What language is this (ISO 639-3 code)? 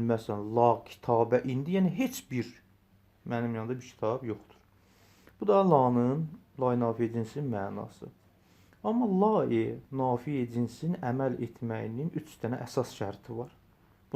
aze